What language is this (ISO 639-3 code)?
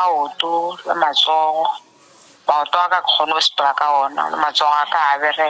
nso